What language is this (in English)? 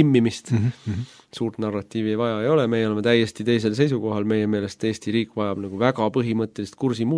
Estonian